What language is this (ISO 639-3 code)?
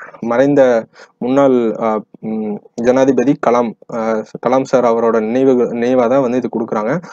tam